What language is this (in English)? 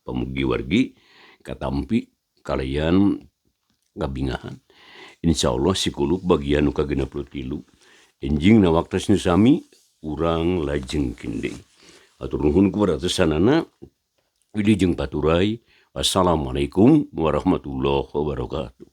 Sundanese